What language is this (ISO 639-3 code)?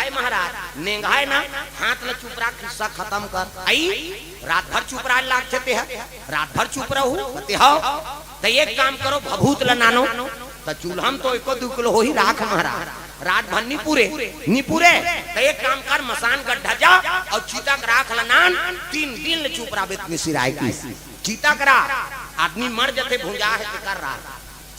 hne